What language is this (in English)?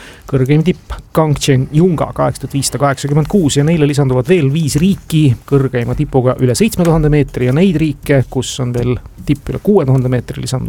Estonian